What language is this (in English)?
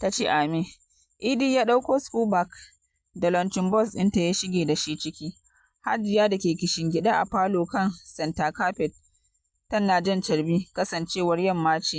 Hausa